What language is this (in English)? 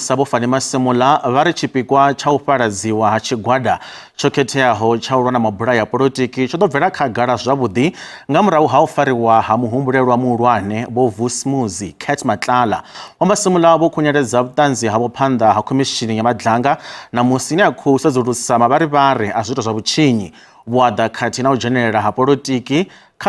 Venda